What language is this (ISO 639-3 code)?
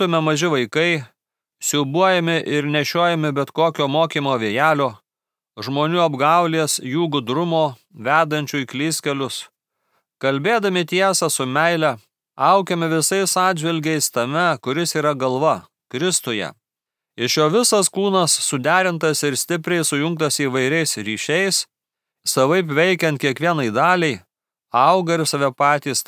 lit